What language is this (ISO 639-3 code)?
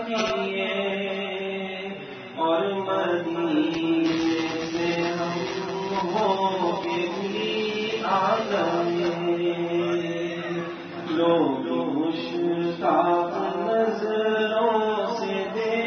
urd